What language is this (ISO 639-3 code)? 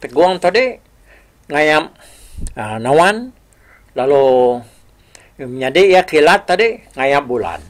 iba